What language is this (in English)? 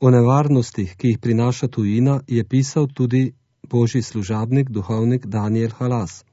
Slovenian